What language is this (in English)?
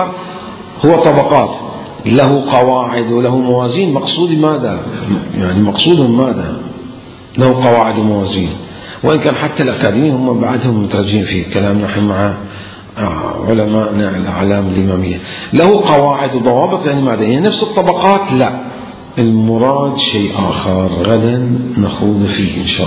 Mesopotamian Arabic